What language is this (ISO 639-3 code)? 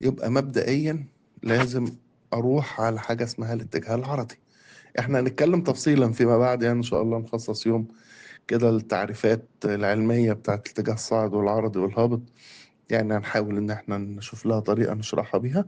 arz